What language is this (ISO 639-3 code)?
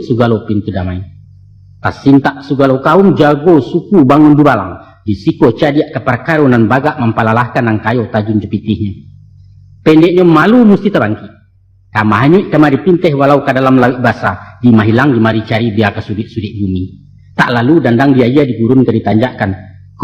min